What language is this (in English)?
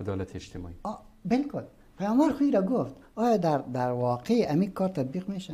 Persian